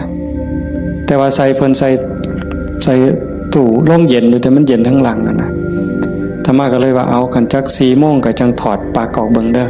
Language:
Northeastern Thai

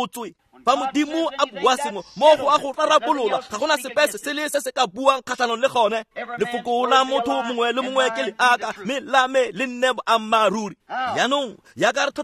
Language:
Tswana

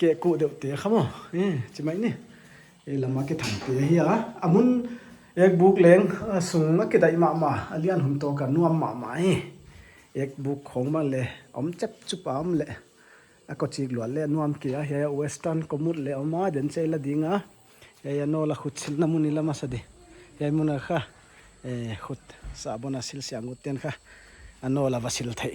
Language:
Paite Chin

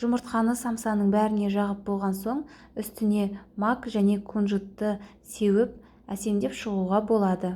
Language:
Kazakh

